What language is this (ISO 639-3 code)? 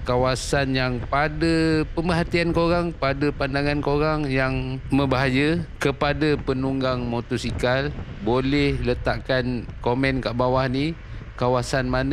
msa